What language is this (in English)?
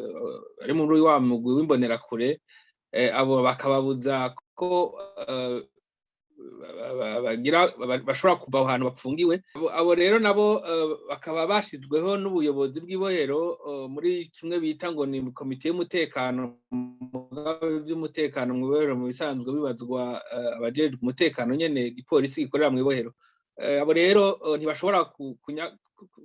Rundi